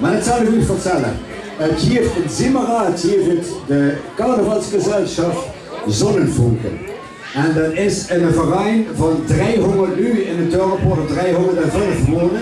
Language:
Limburgish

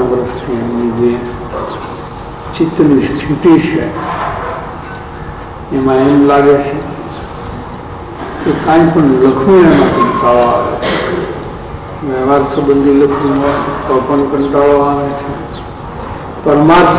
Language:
Gujarati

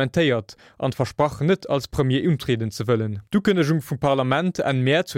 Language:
Luxembourgish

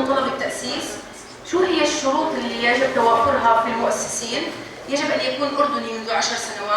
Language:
North Levantine Arabic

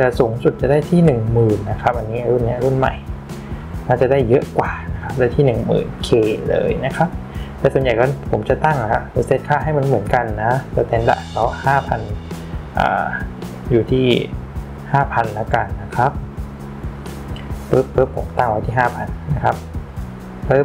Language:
Thai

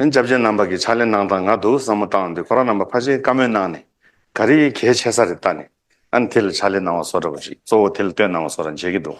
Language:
Tibetan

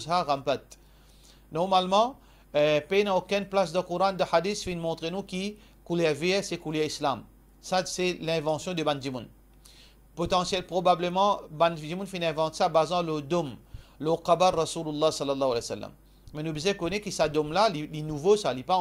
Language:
Morisyen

